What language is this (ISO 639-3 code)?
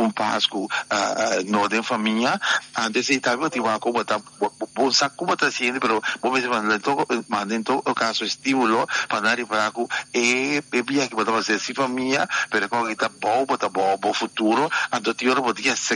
pap